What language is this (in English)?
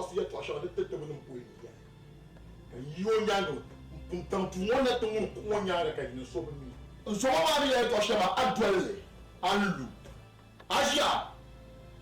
Dagbani